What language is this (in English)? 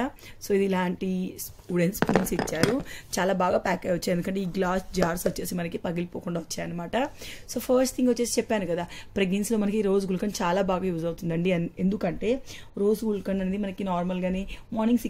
Telugu